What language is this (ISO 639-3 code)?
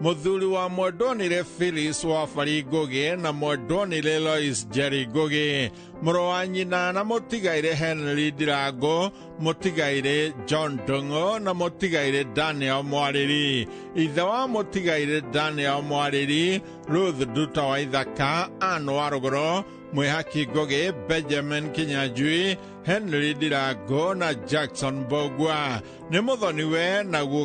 kik